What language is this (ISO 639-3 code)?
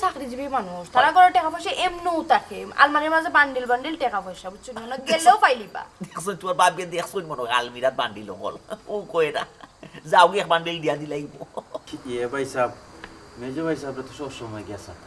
syl